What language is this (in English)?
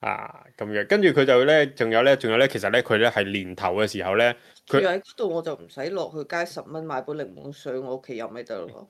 Cantonese